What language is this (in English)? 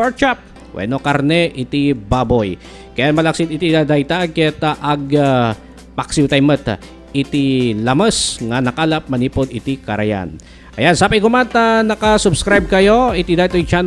Iloko